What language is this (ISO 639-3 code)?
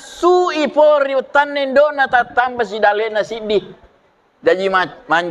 bug